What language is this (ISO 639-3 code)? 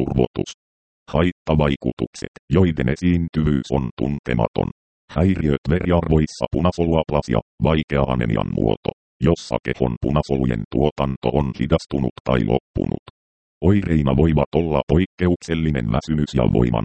fin